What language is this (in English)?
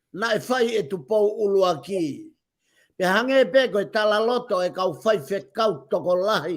Tongan